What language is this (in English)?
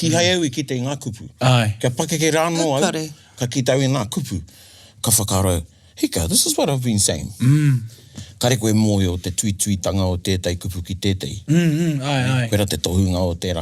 Māori